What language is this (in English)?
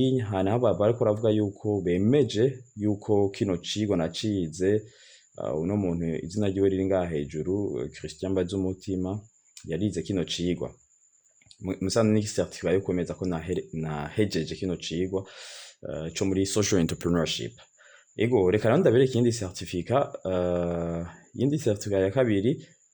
Rundi